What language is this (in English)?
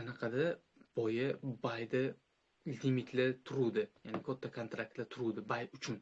Uzbek